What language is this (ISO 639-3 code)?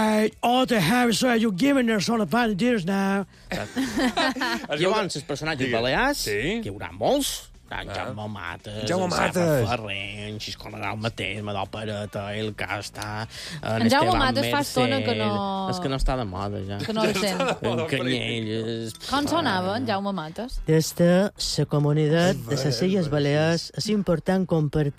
cat